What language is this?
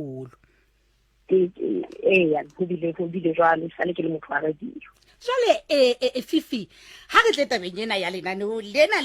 Southern Sotho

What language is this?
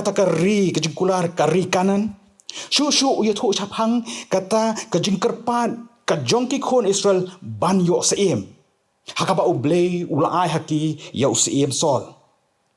Khasi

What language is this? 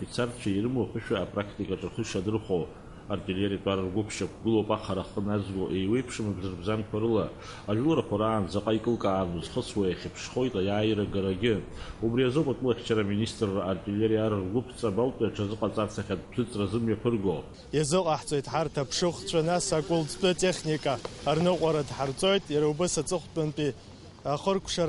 Abkhazian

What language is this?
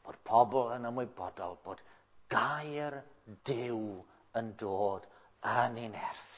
Welsh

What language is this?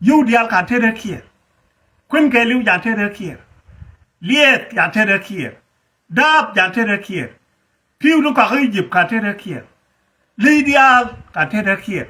Nuer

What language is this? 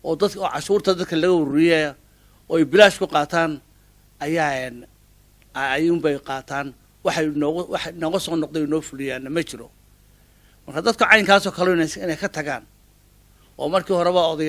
Somali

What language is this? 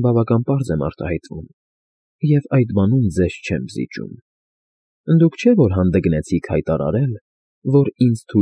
Armenian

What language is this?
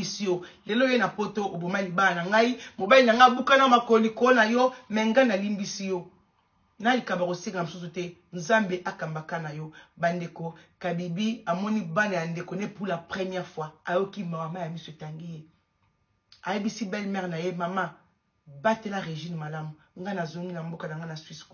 Lingala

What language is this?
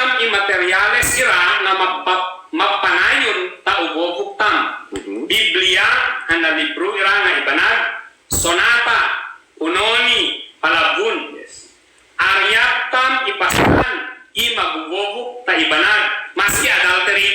Ibanag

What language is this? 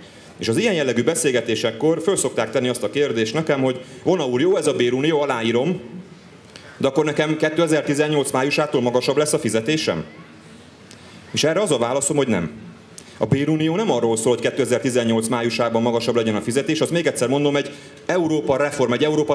Hungarian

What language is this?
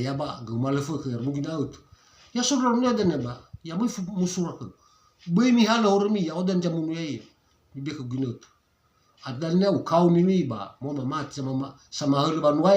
Nias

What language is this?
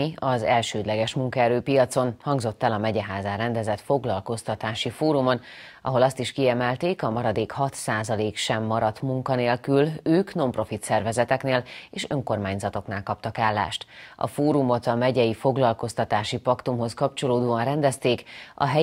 Hungarian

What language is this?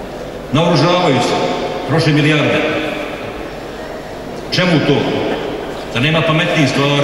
Bosnian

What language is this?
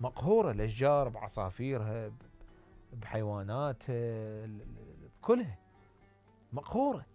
Mesopotamian Arabic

